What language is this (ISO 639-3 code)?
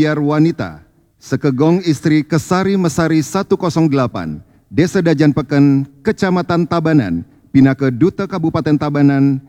ban